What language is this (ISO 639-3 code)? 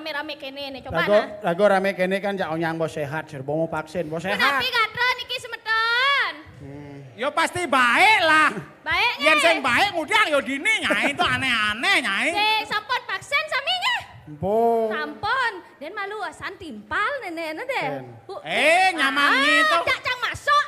ban